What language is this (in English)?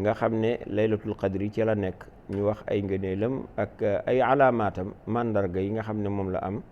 Wolof